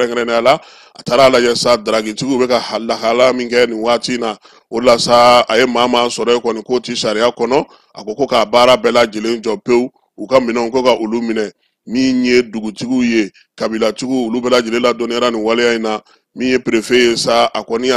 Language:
Bambara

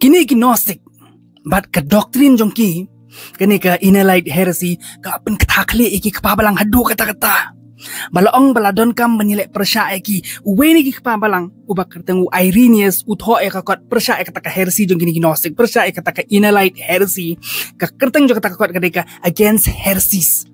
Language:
Khasi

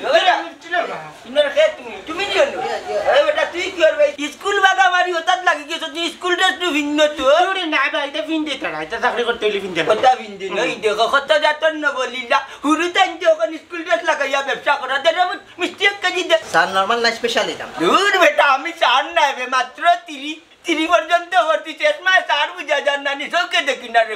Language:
Sylheti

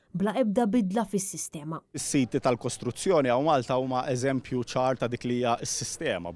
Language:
Maltese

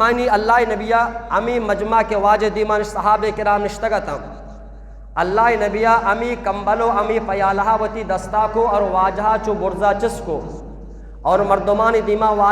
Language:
Eastern Balochi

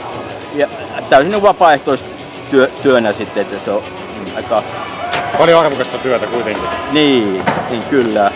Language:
Finnish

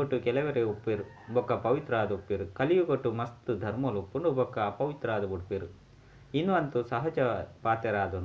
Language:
Tulu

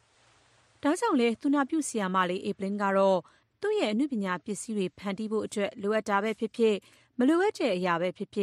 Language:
Burmese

